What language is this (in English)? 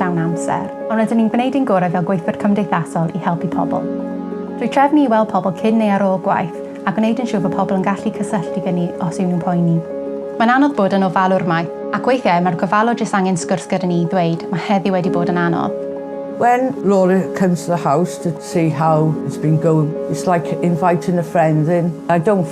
Welsh